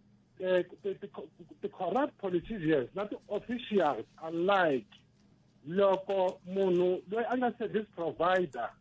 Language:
Tsonga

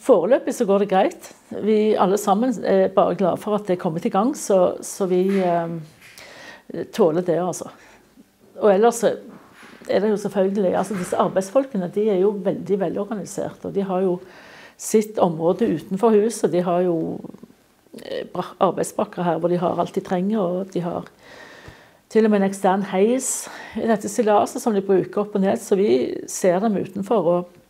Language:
Norwegian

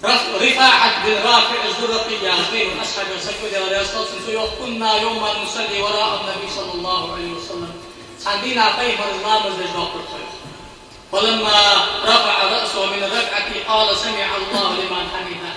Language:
Ingush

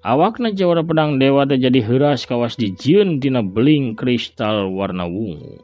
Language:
Sundanese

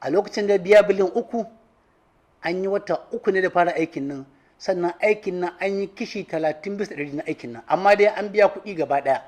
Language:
Hausa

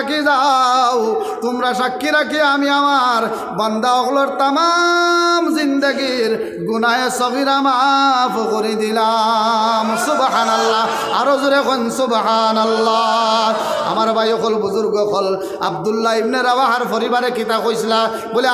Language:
Sylheti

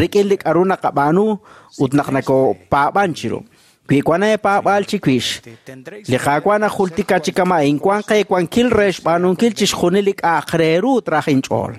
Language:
Kekchí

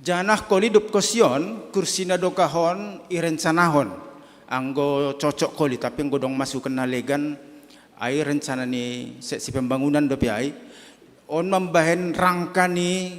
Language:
Batak Simalungun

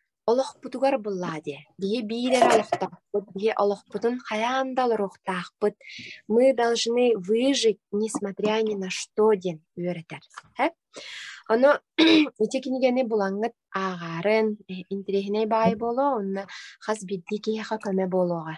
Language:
Yakut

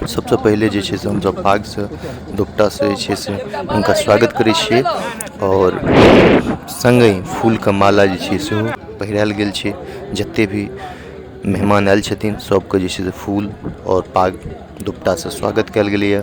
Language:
Maithili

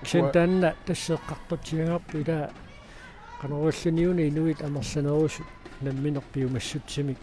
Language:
Kalaallisut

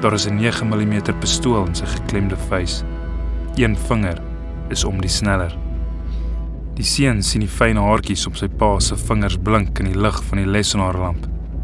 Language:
Afrikaans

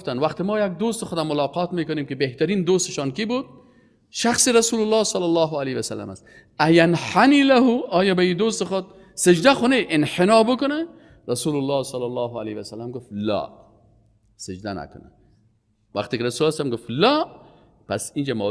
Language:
Persian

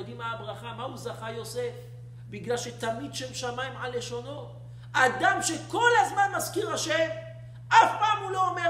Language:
Hebrew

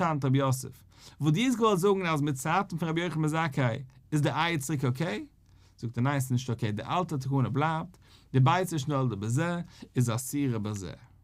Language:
Yiddish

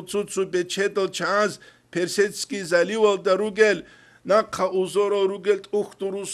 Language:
Avaric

